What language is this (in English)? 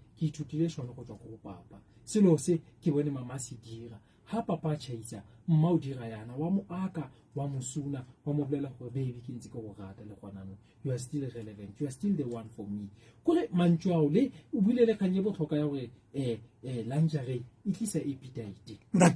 Southern Sotho